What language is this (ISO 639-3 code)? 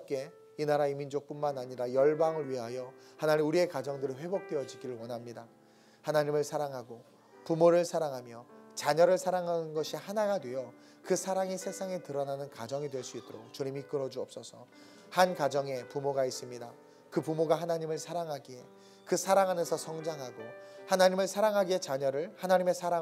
kor